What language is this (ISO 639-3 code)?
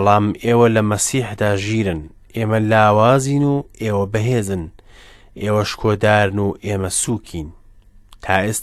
ckb